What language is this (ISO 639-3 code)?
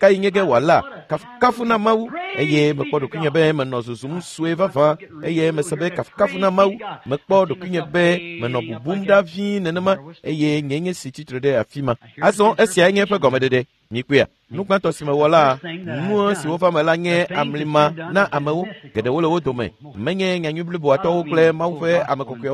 ewe